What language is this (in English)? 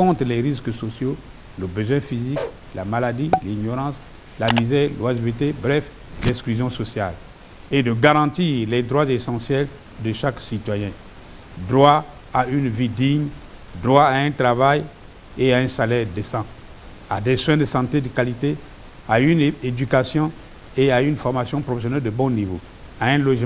French